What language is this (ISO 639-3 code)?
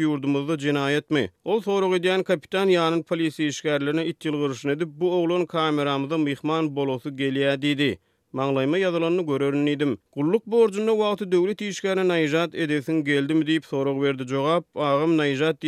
tuk